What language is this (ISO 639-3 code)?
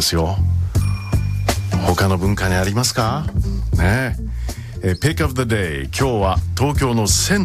jpn